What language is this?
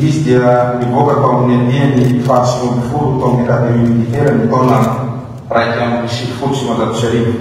Malagasy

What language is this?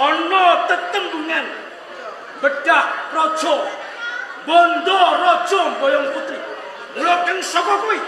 Javanese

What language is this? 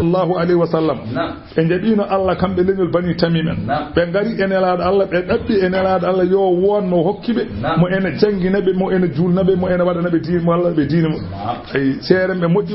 Fula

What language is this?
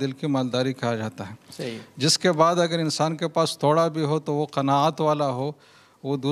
Urdu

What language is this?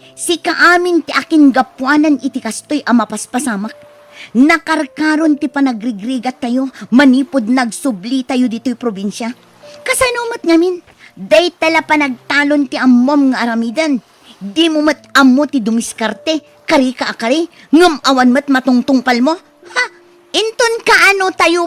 Iloko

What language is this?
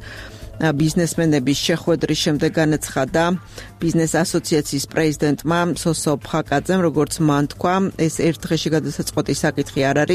Georgian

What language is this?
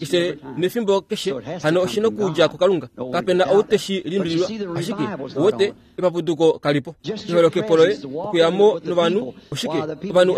Kuanyama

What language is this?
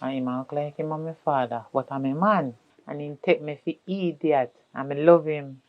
Jamaican Creole English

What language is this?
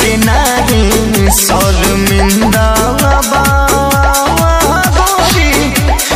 Bhojpuri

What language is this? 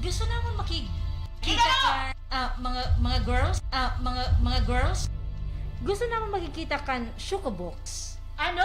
Waray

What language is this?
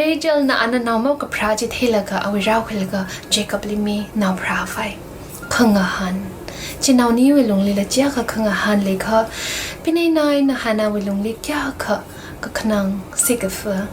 Tangkhul Naga (India)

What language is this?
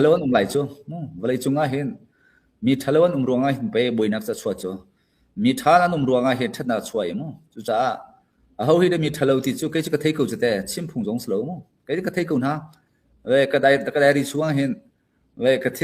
Hakha Chin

